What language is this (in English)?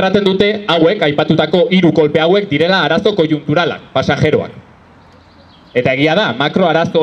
Basque